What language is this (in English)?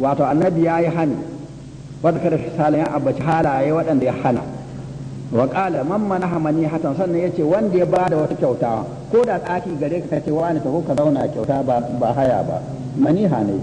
Hausa